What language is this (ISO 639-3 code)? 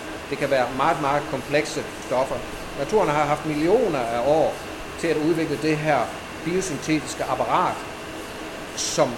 dan